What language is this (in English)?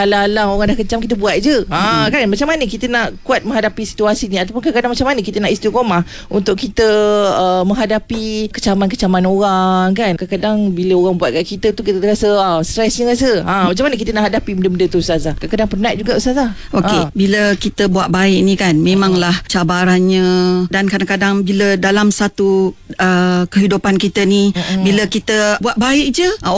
Malay